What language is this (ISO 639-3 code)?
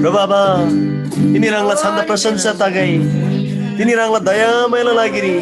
taj